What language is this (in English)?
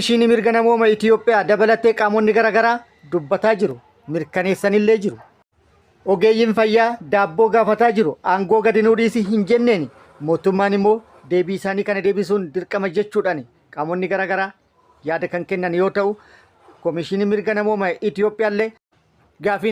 Oromo